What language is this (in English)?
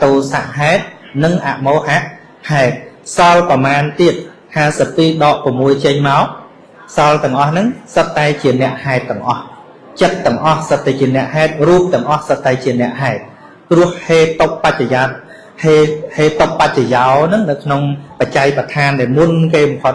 Khmer